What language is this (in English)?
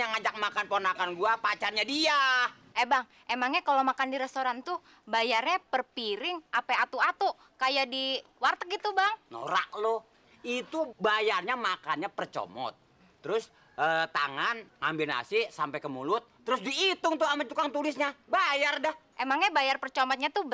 Betawi